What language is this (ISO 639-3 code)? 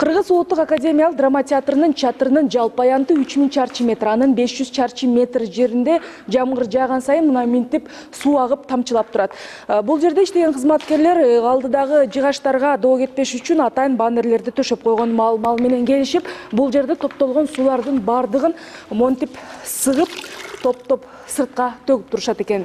kir